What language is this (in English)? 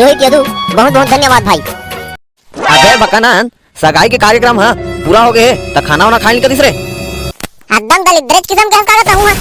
Chhattisgarhi